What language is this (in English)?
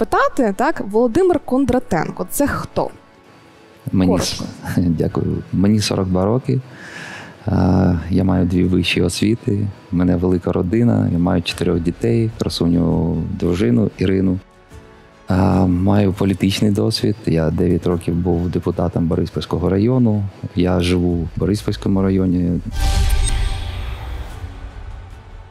Ukrainian